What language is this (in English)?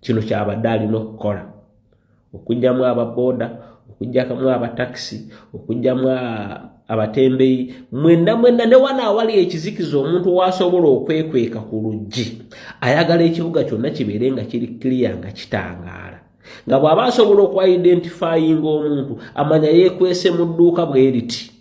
Ganda